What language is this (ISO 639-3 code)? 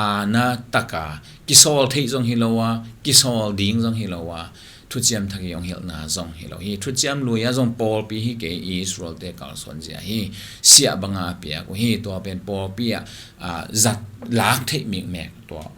ctd